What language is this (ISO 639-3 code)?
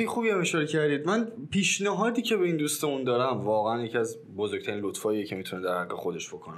fas